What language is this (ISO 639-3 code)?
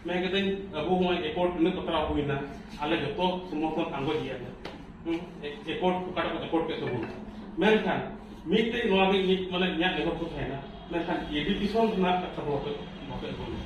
sat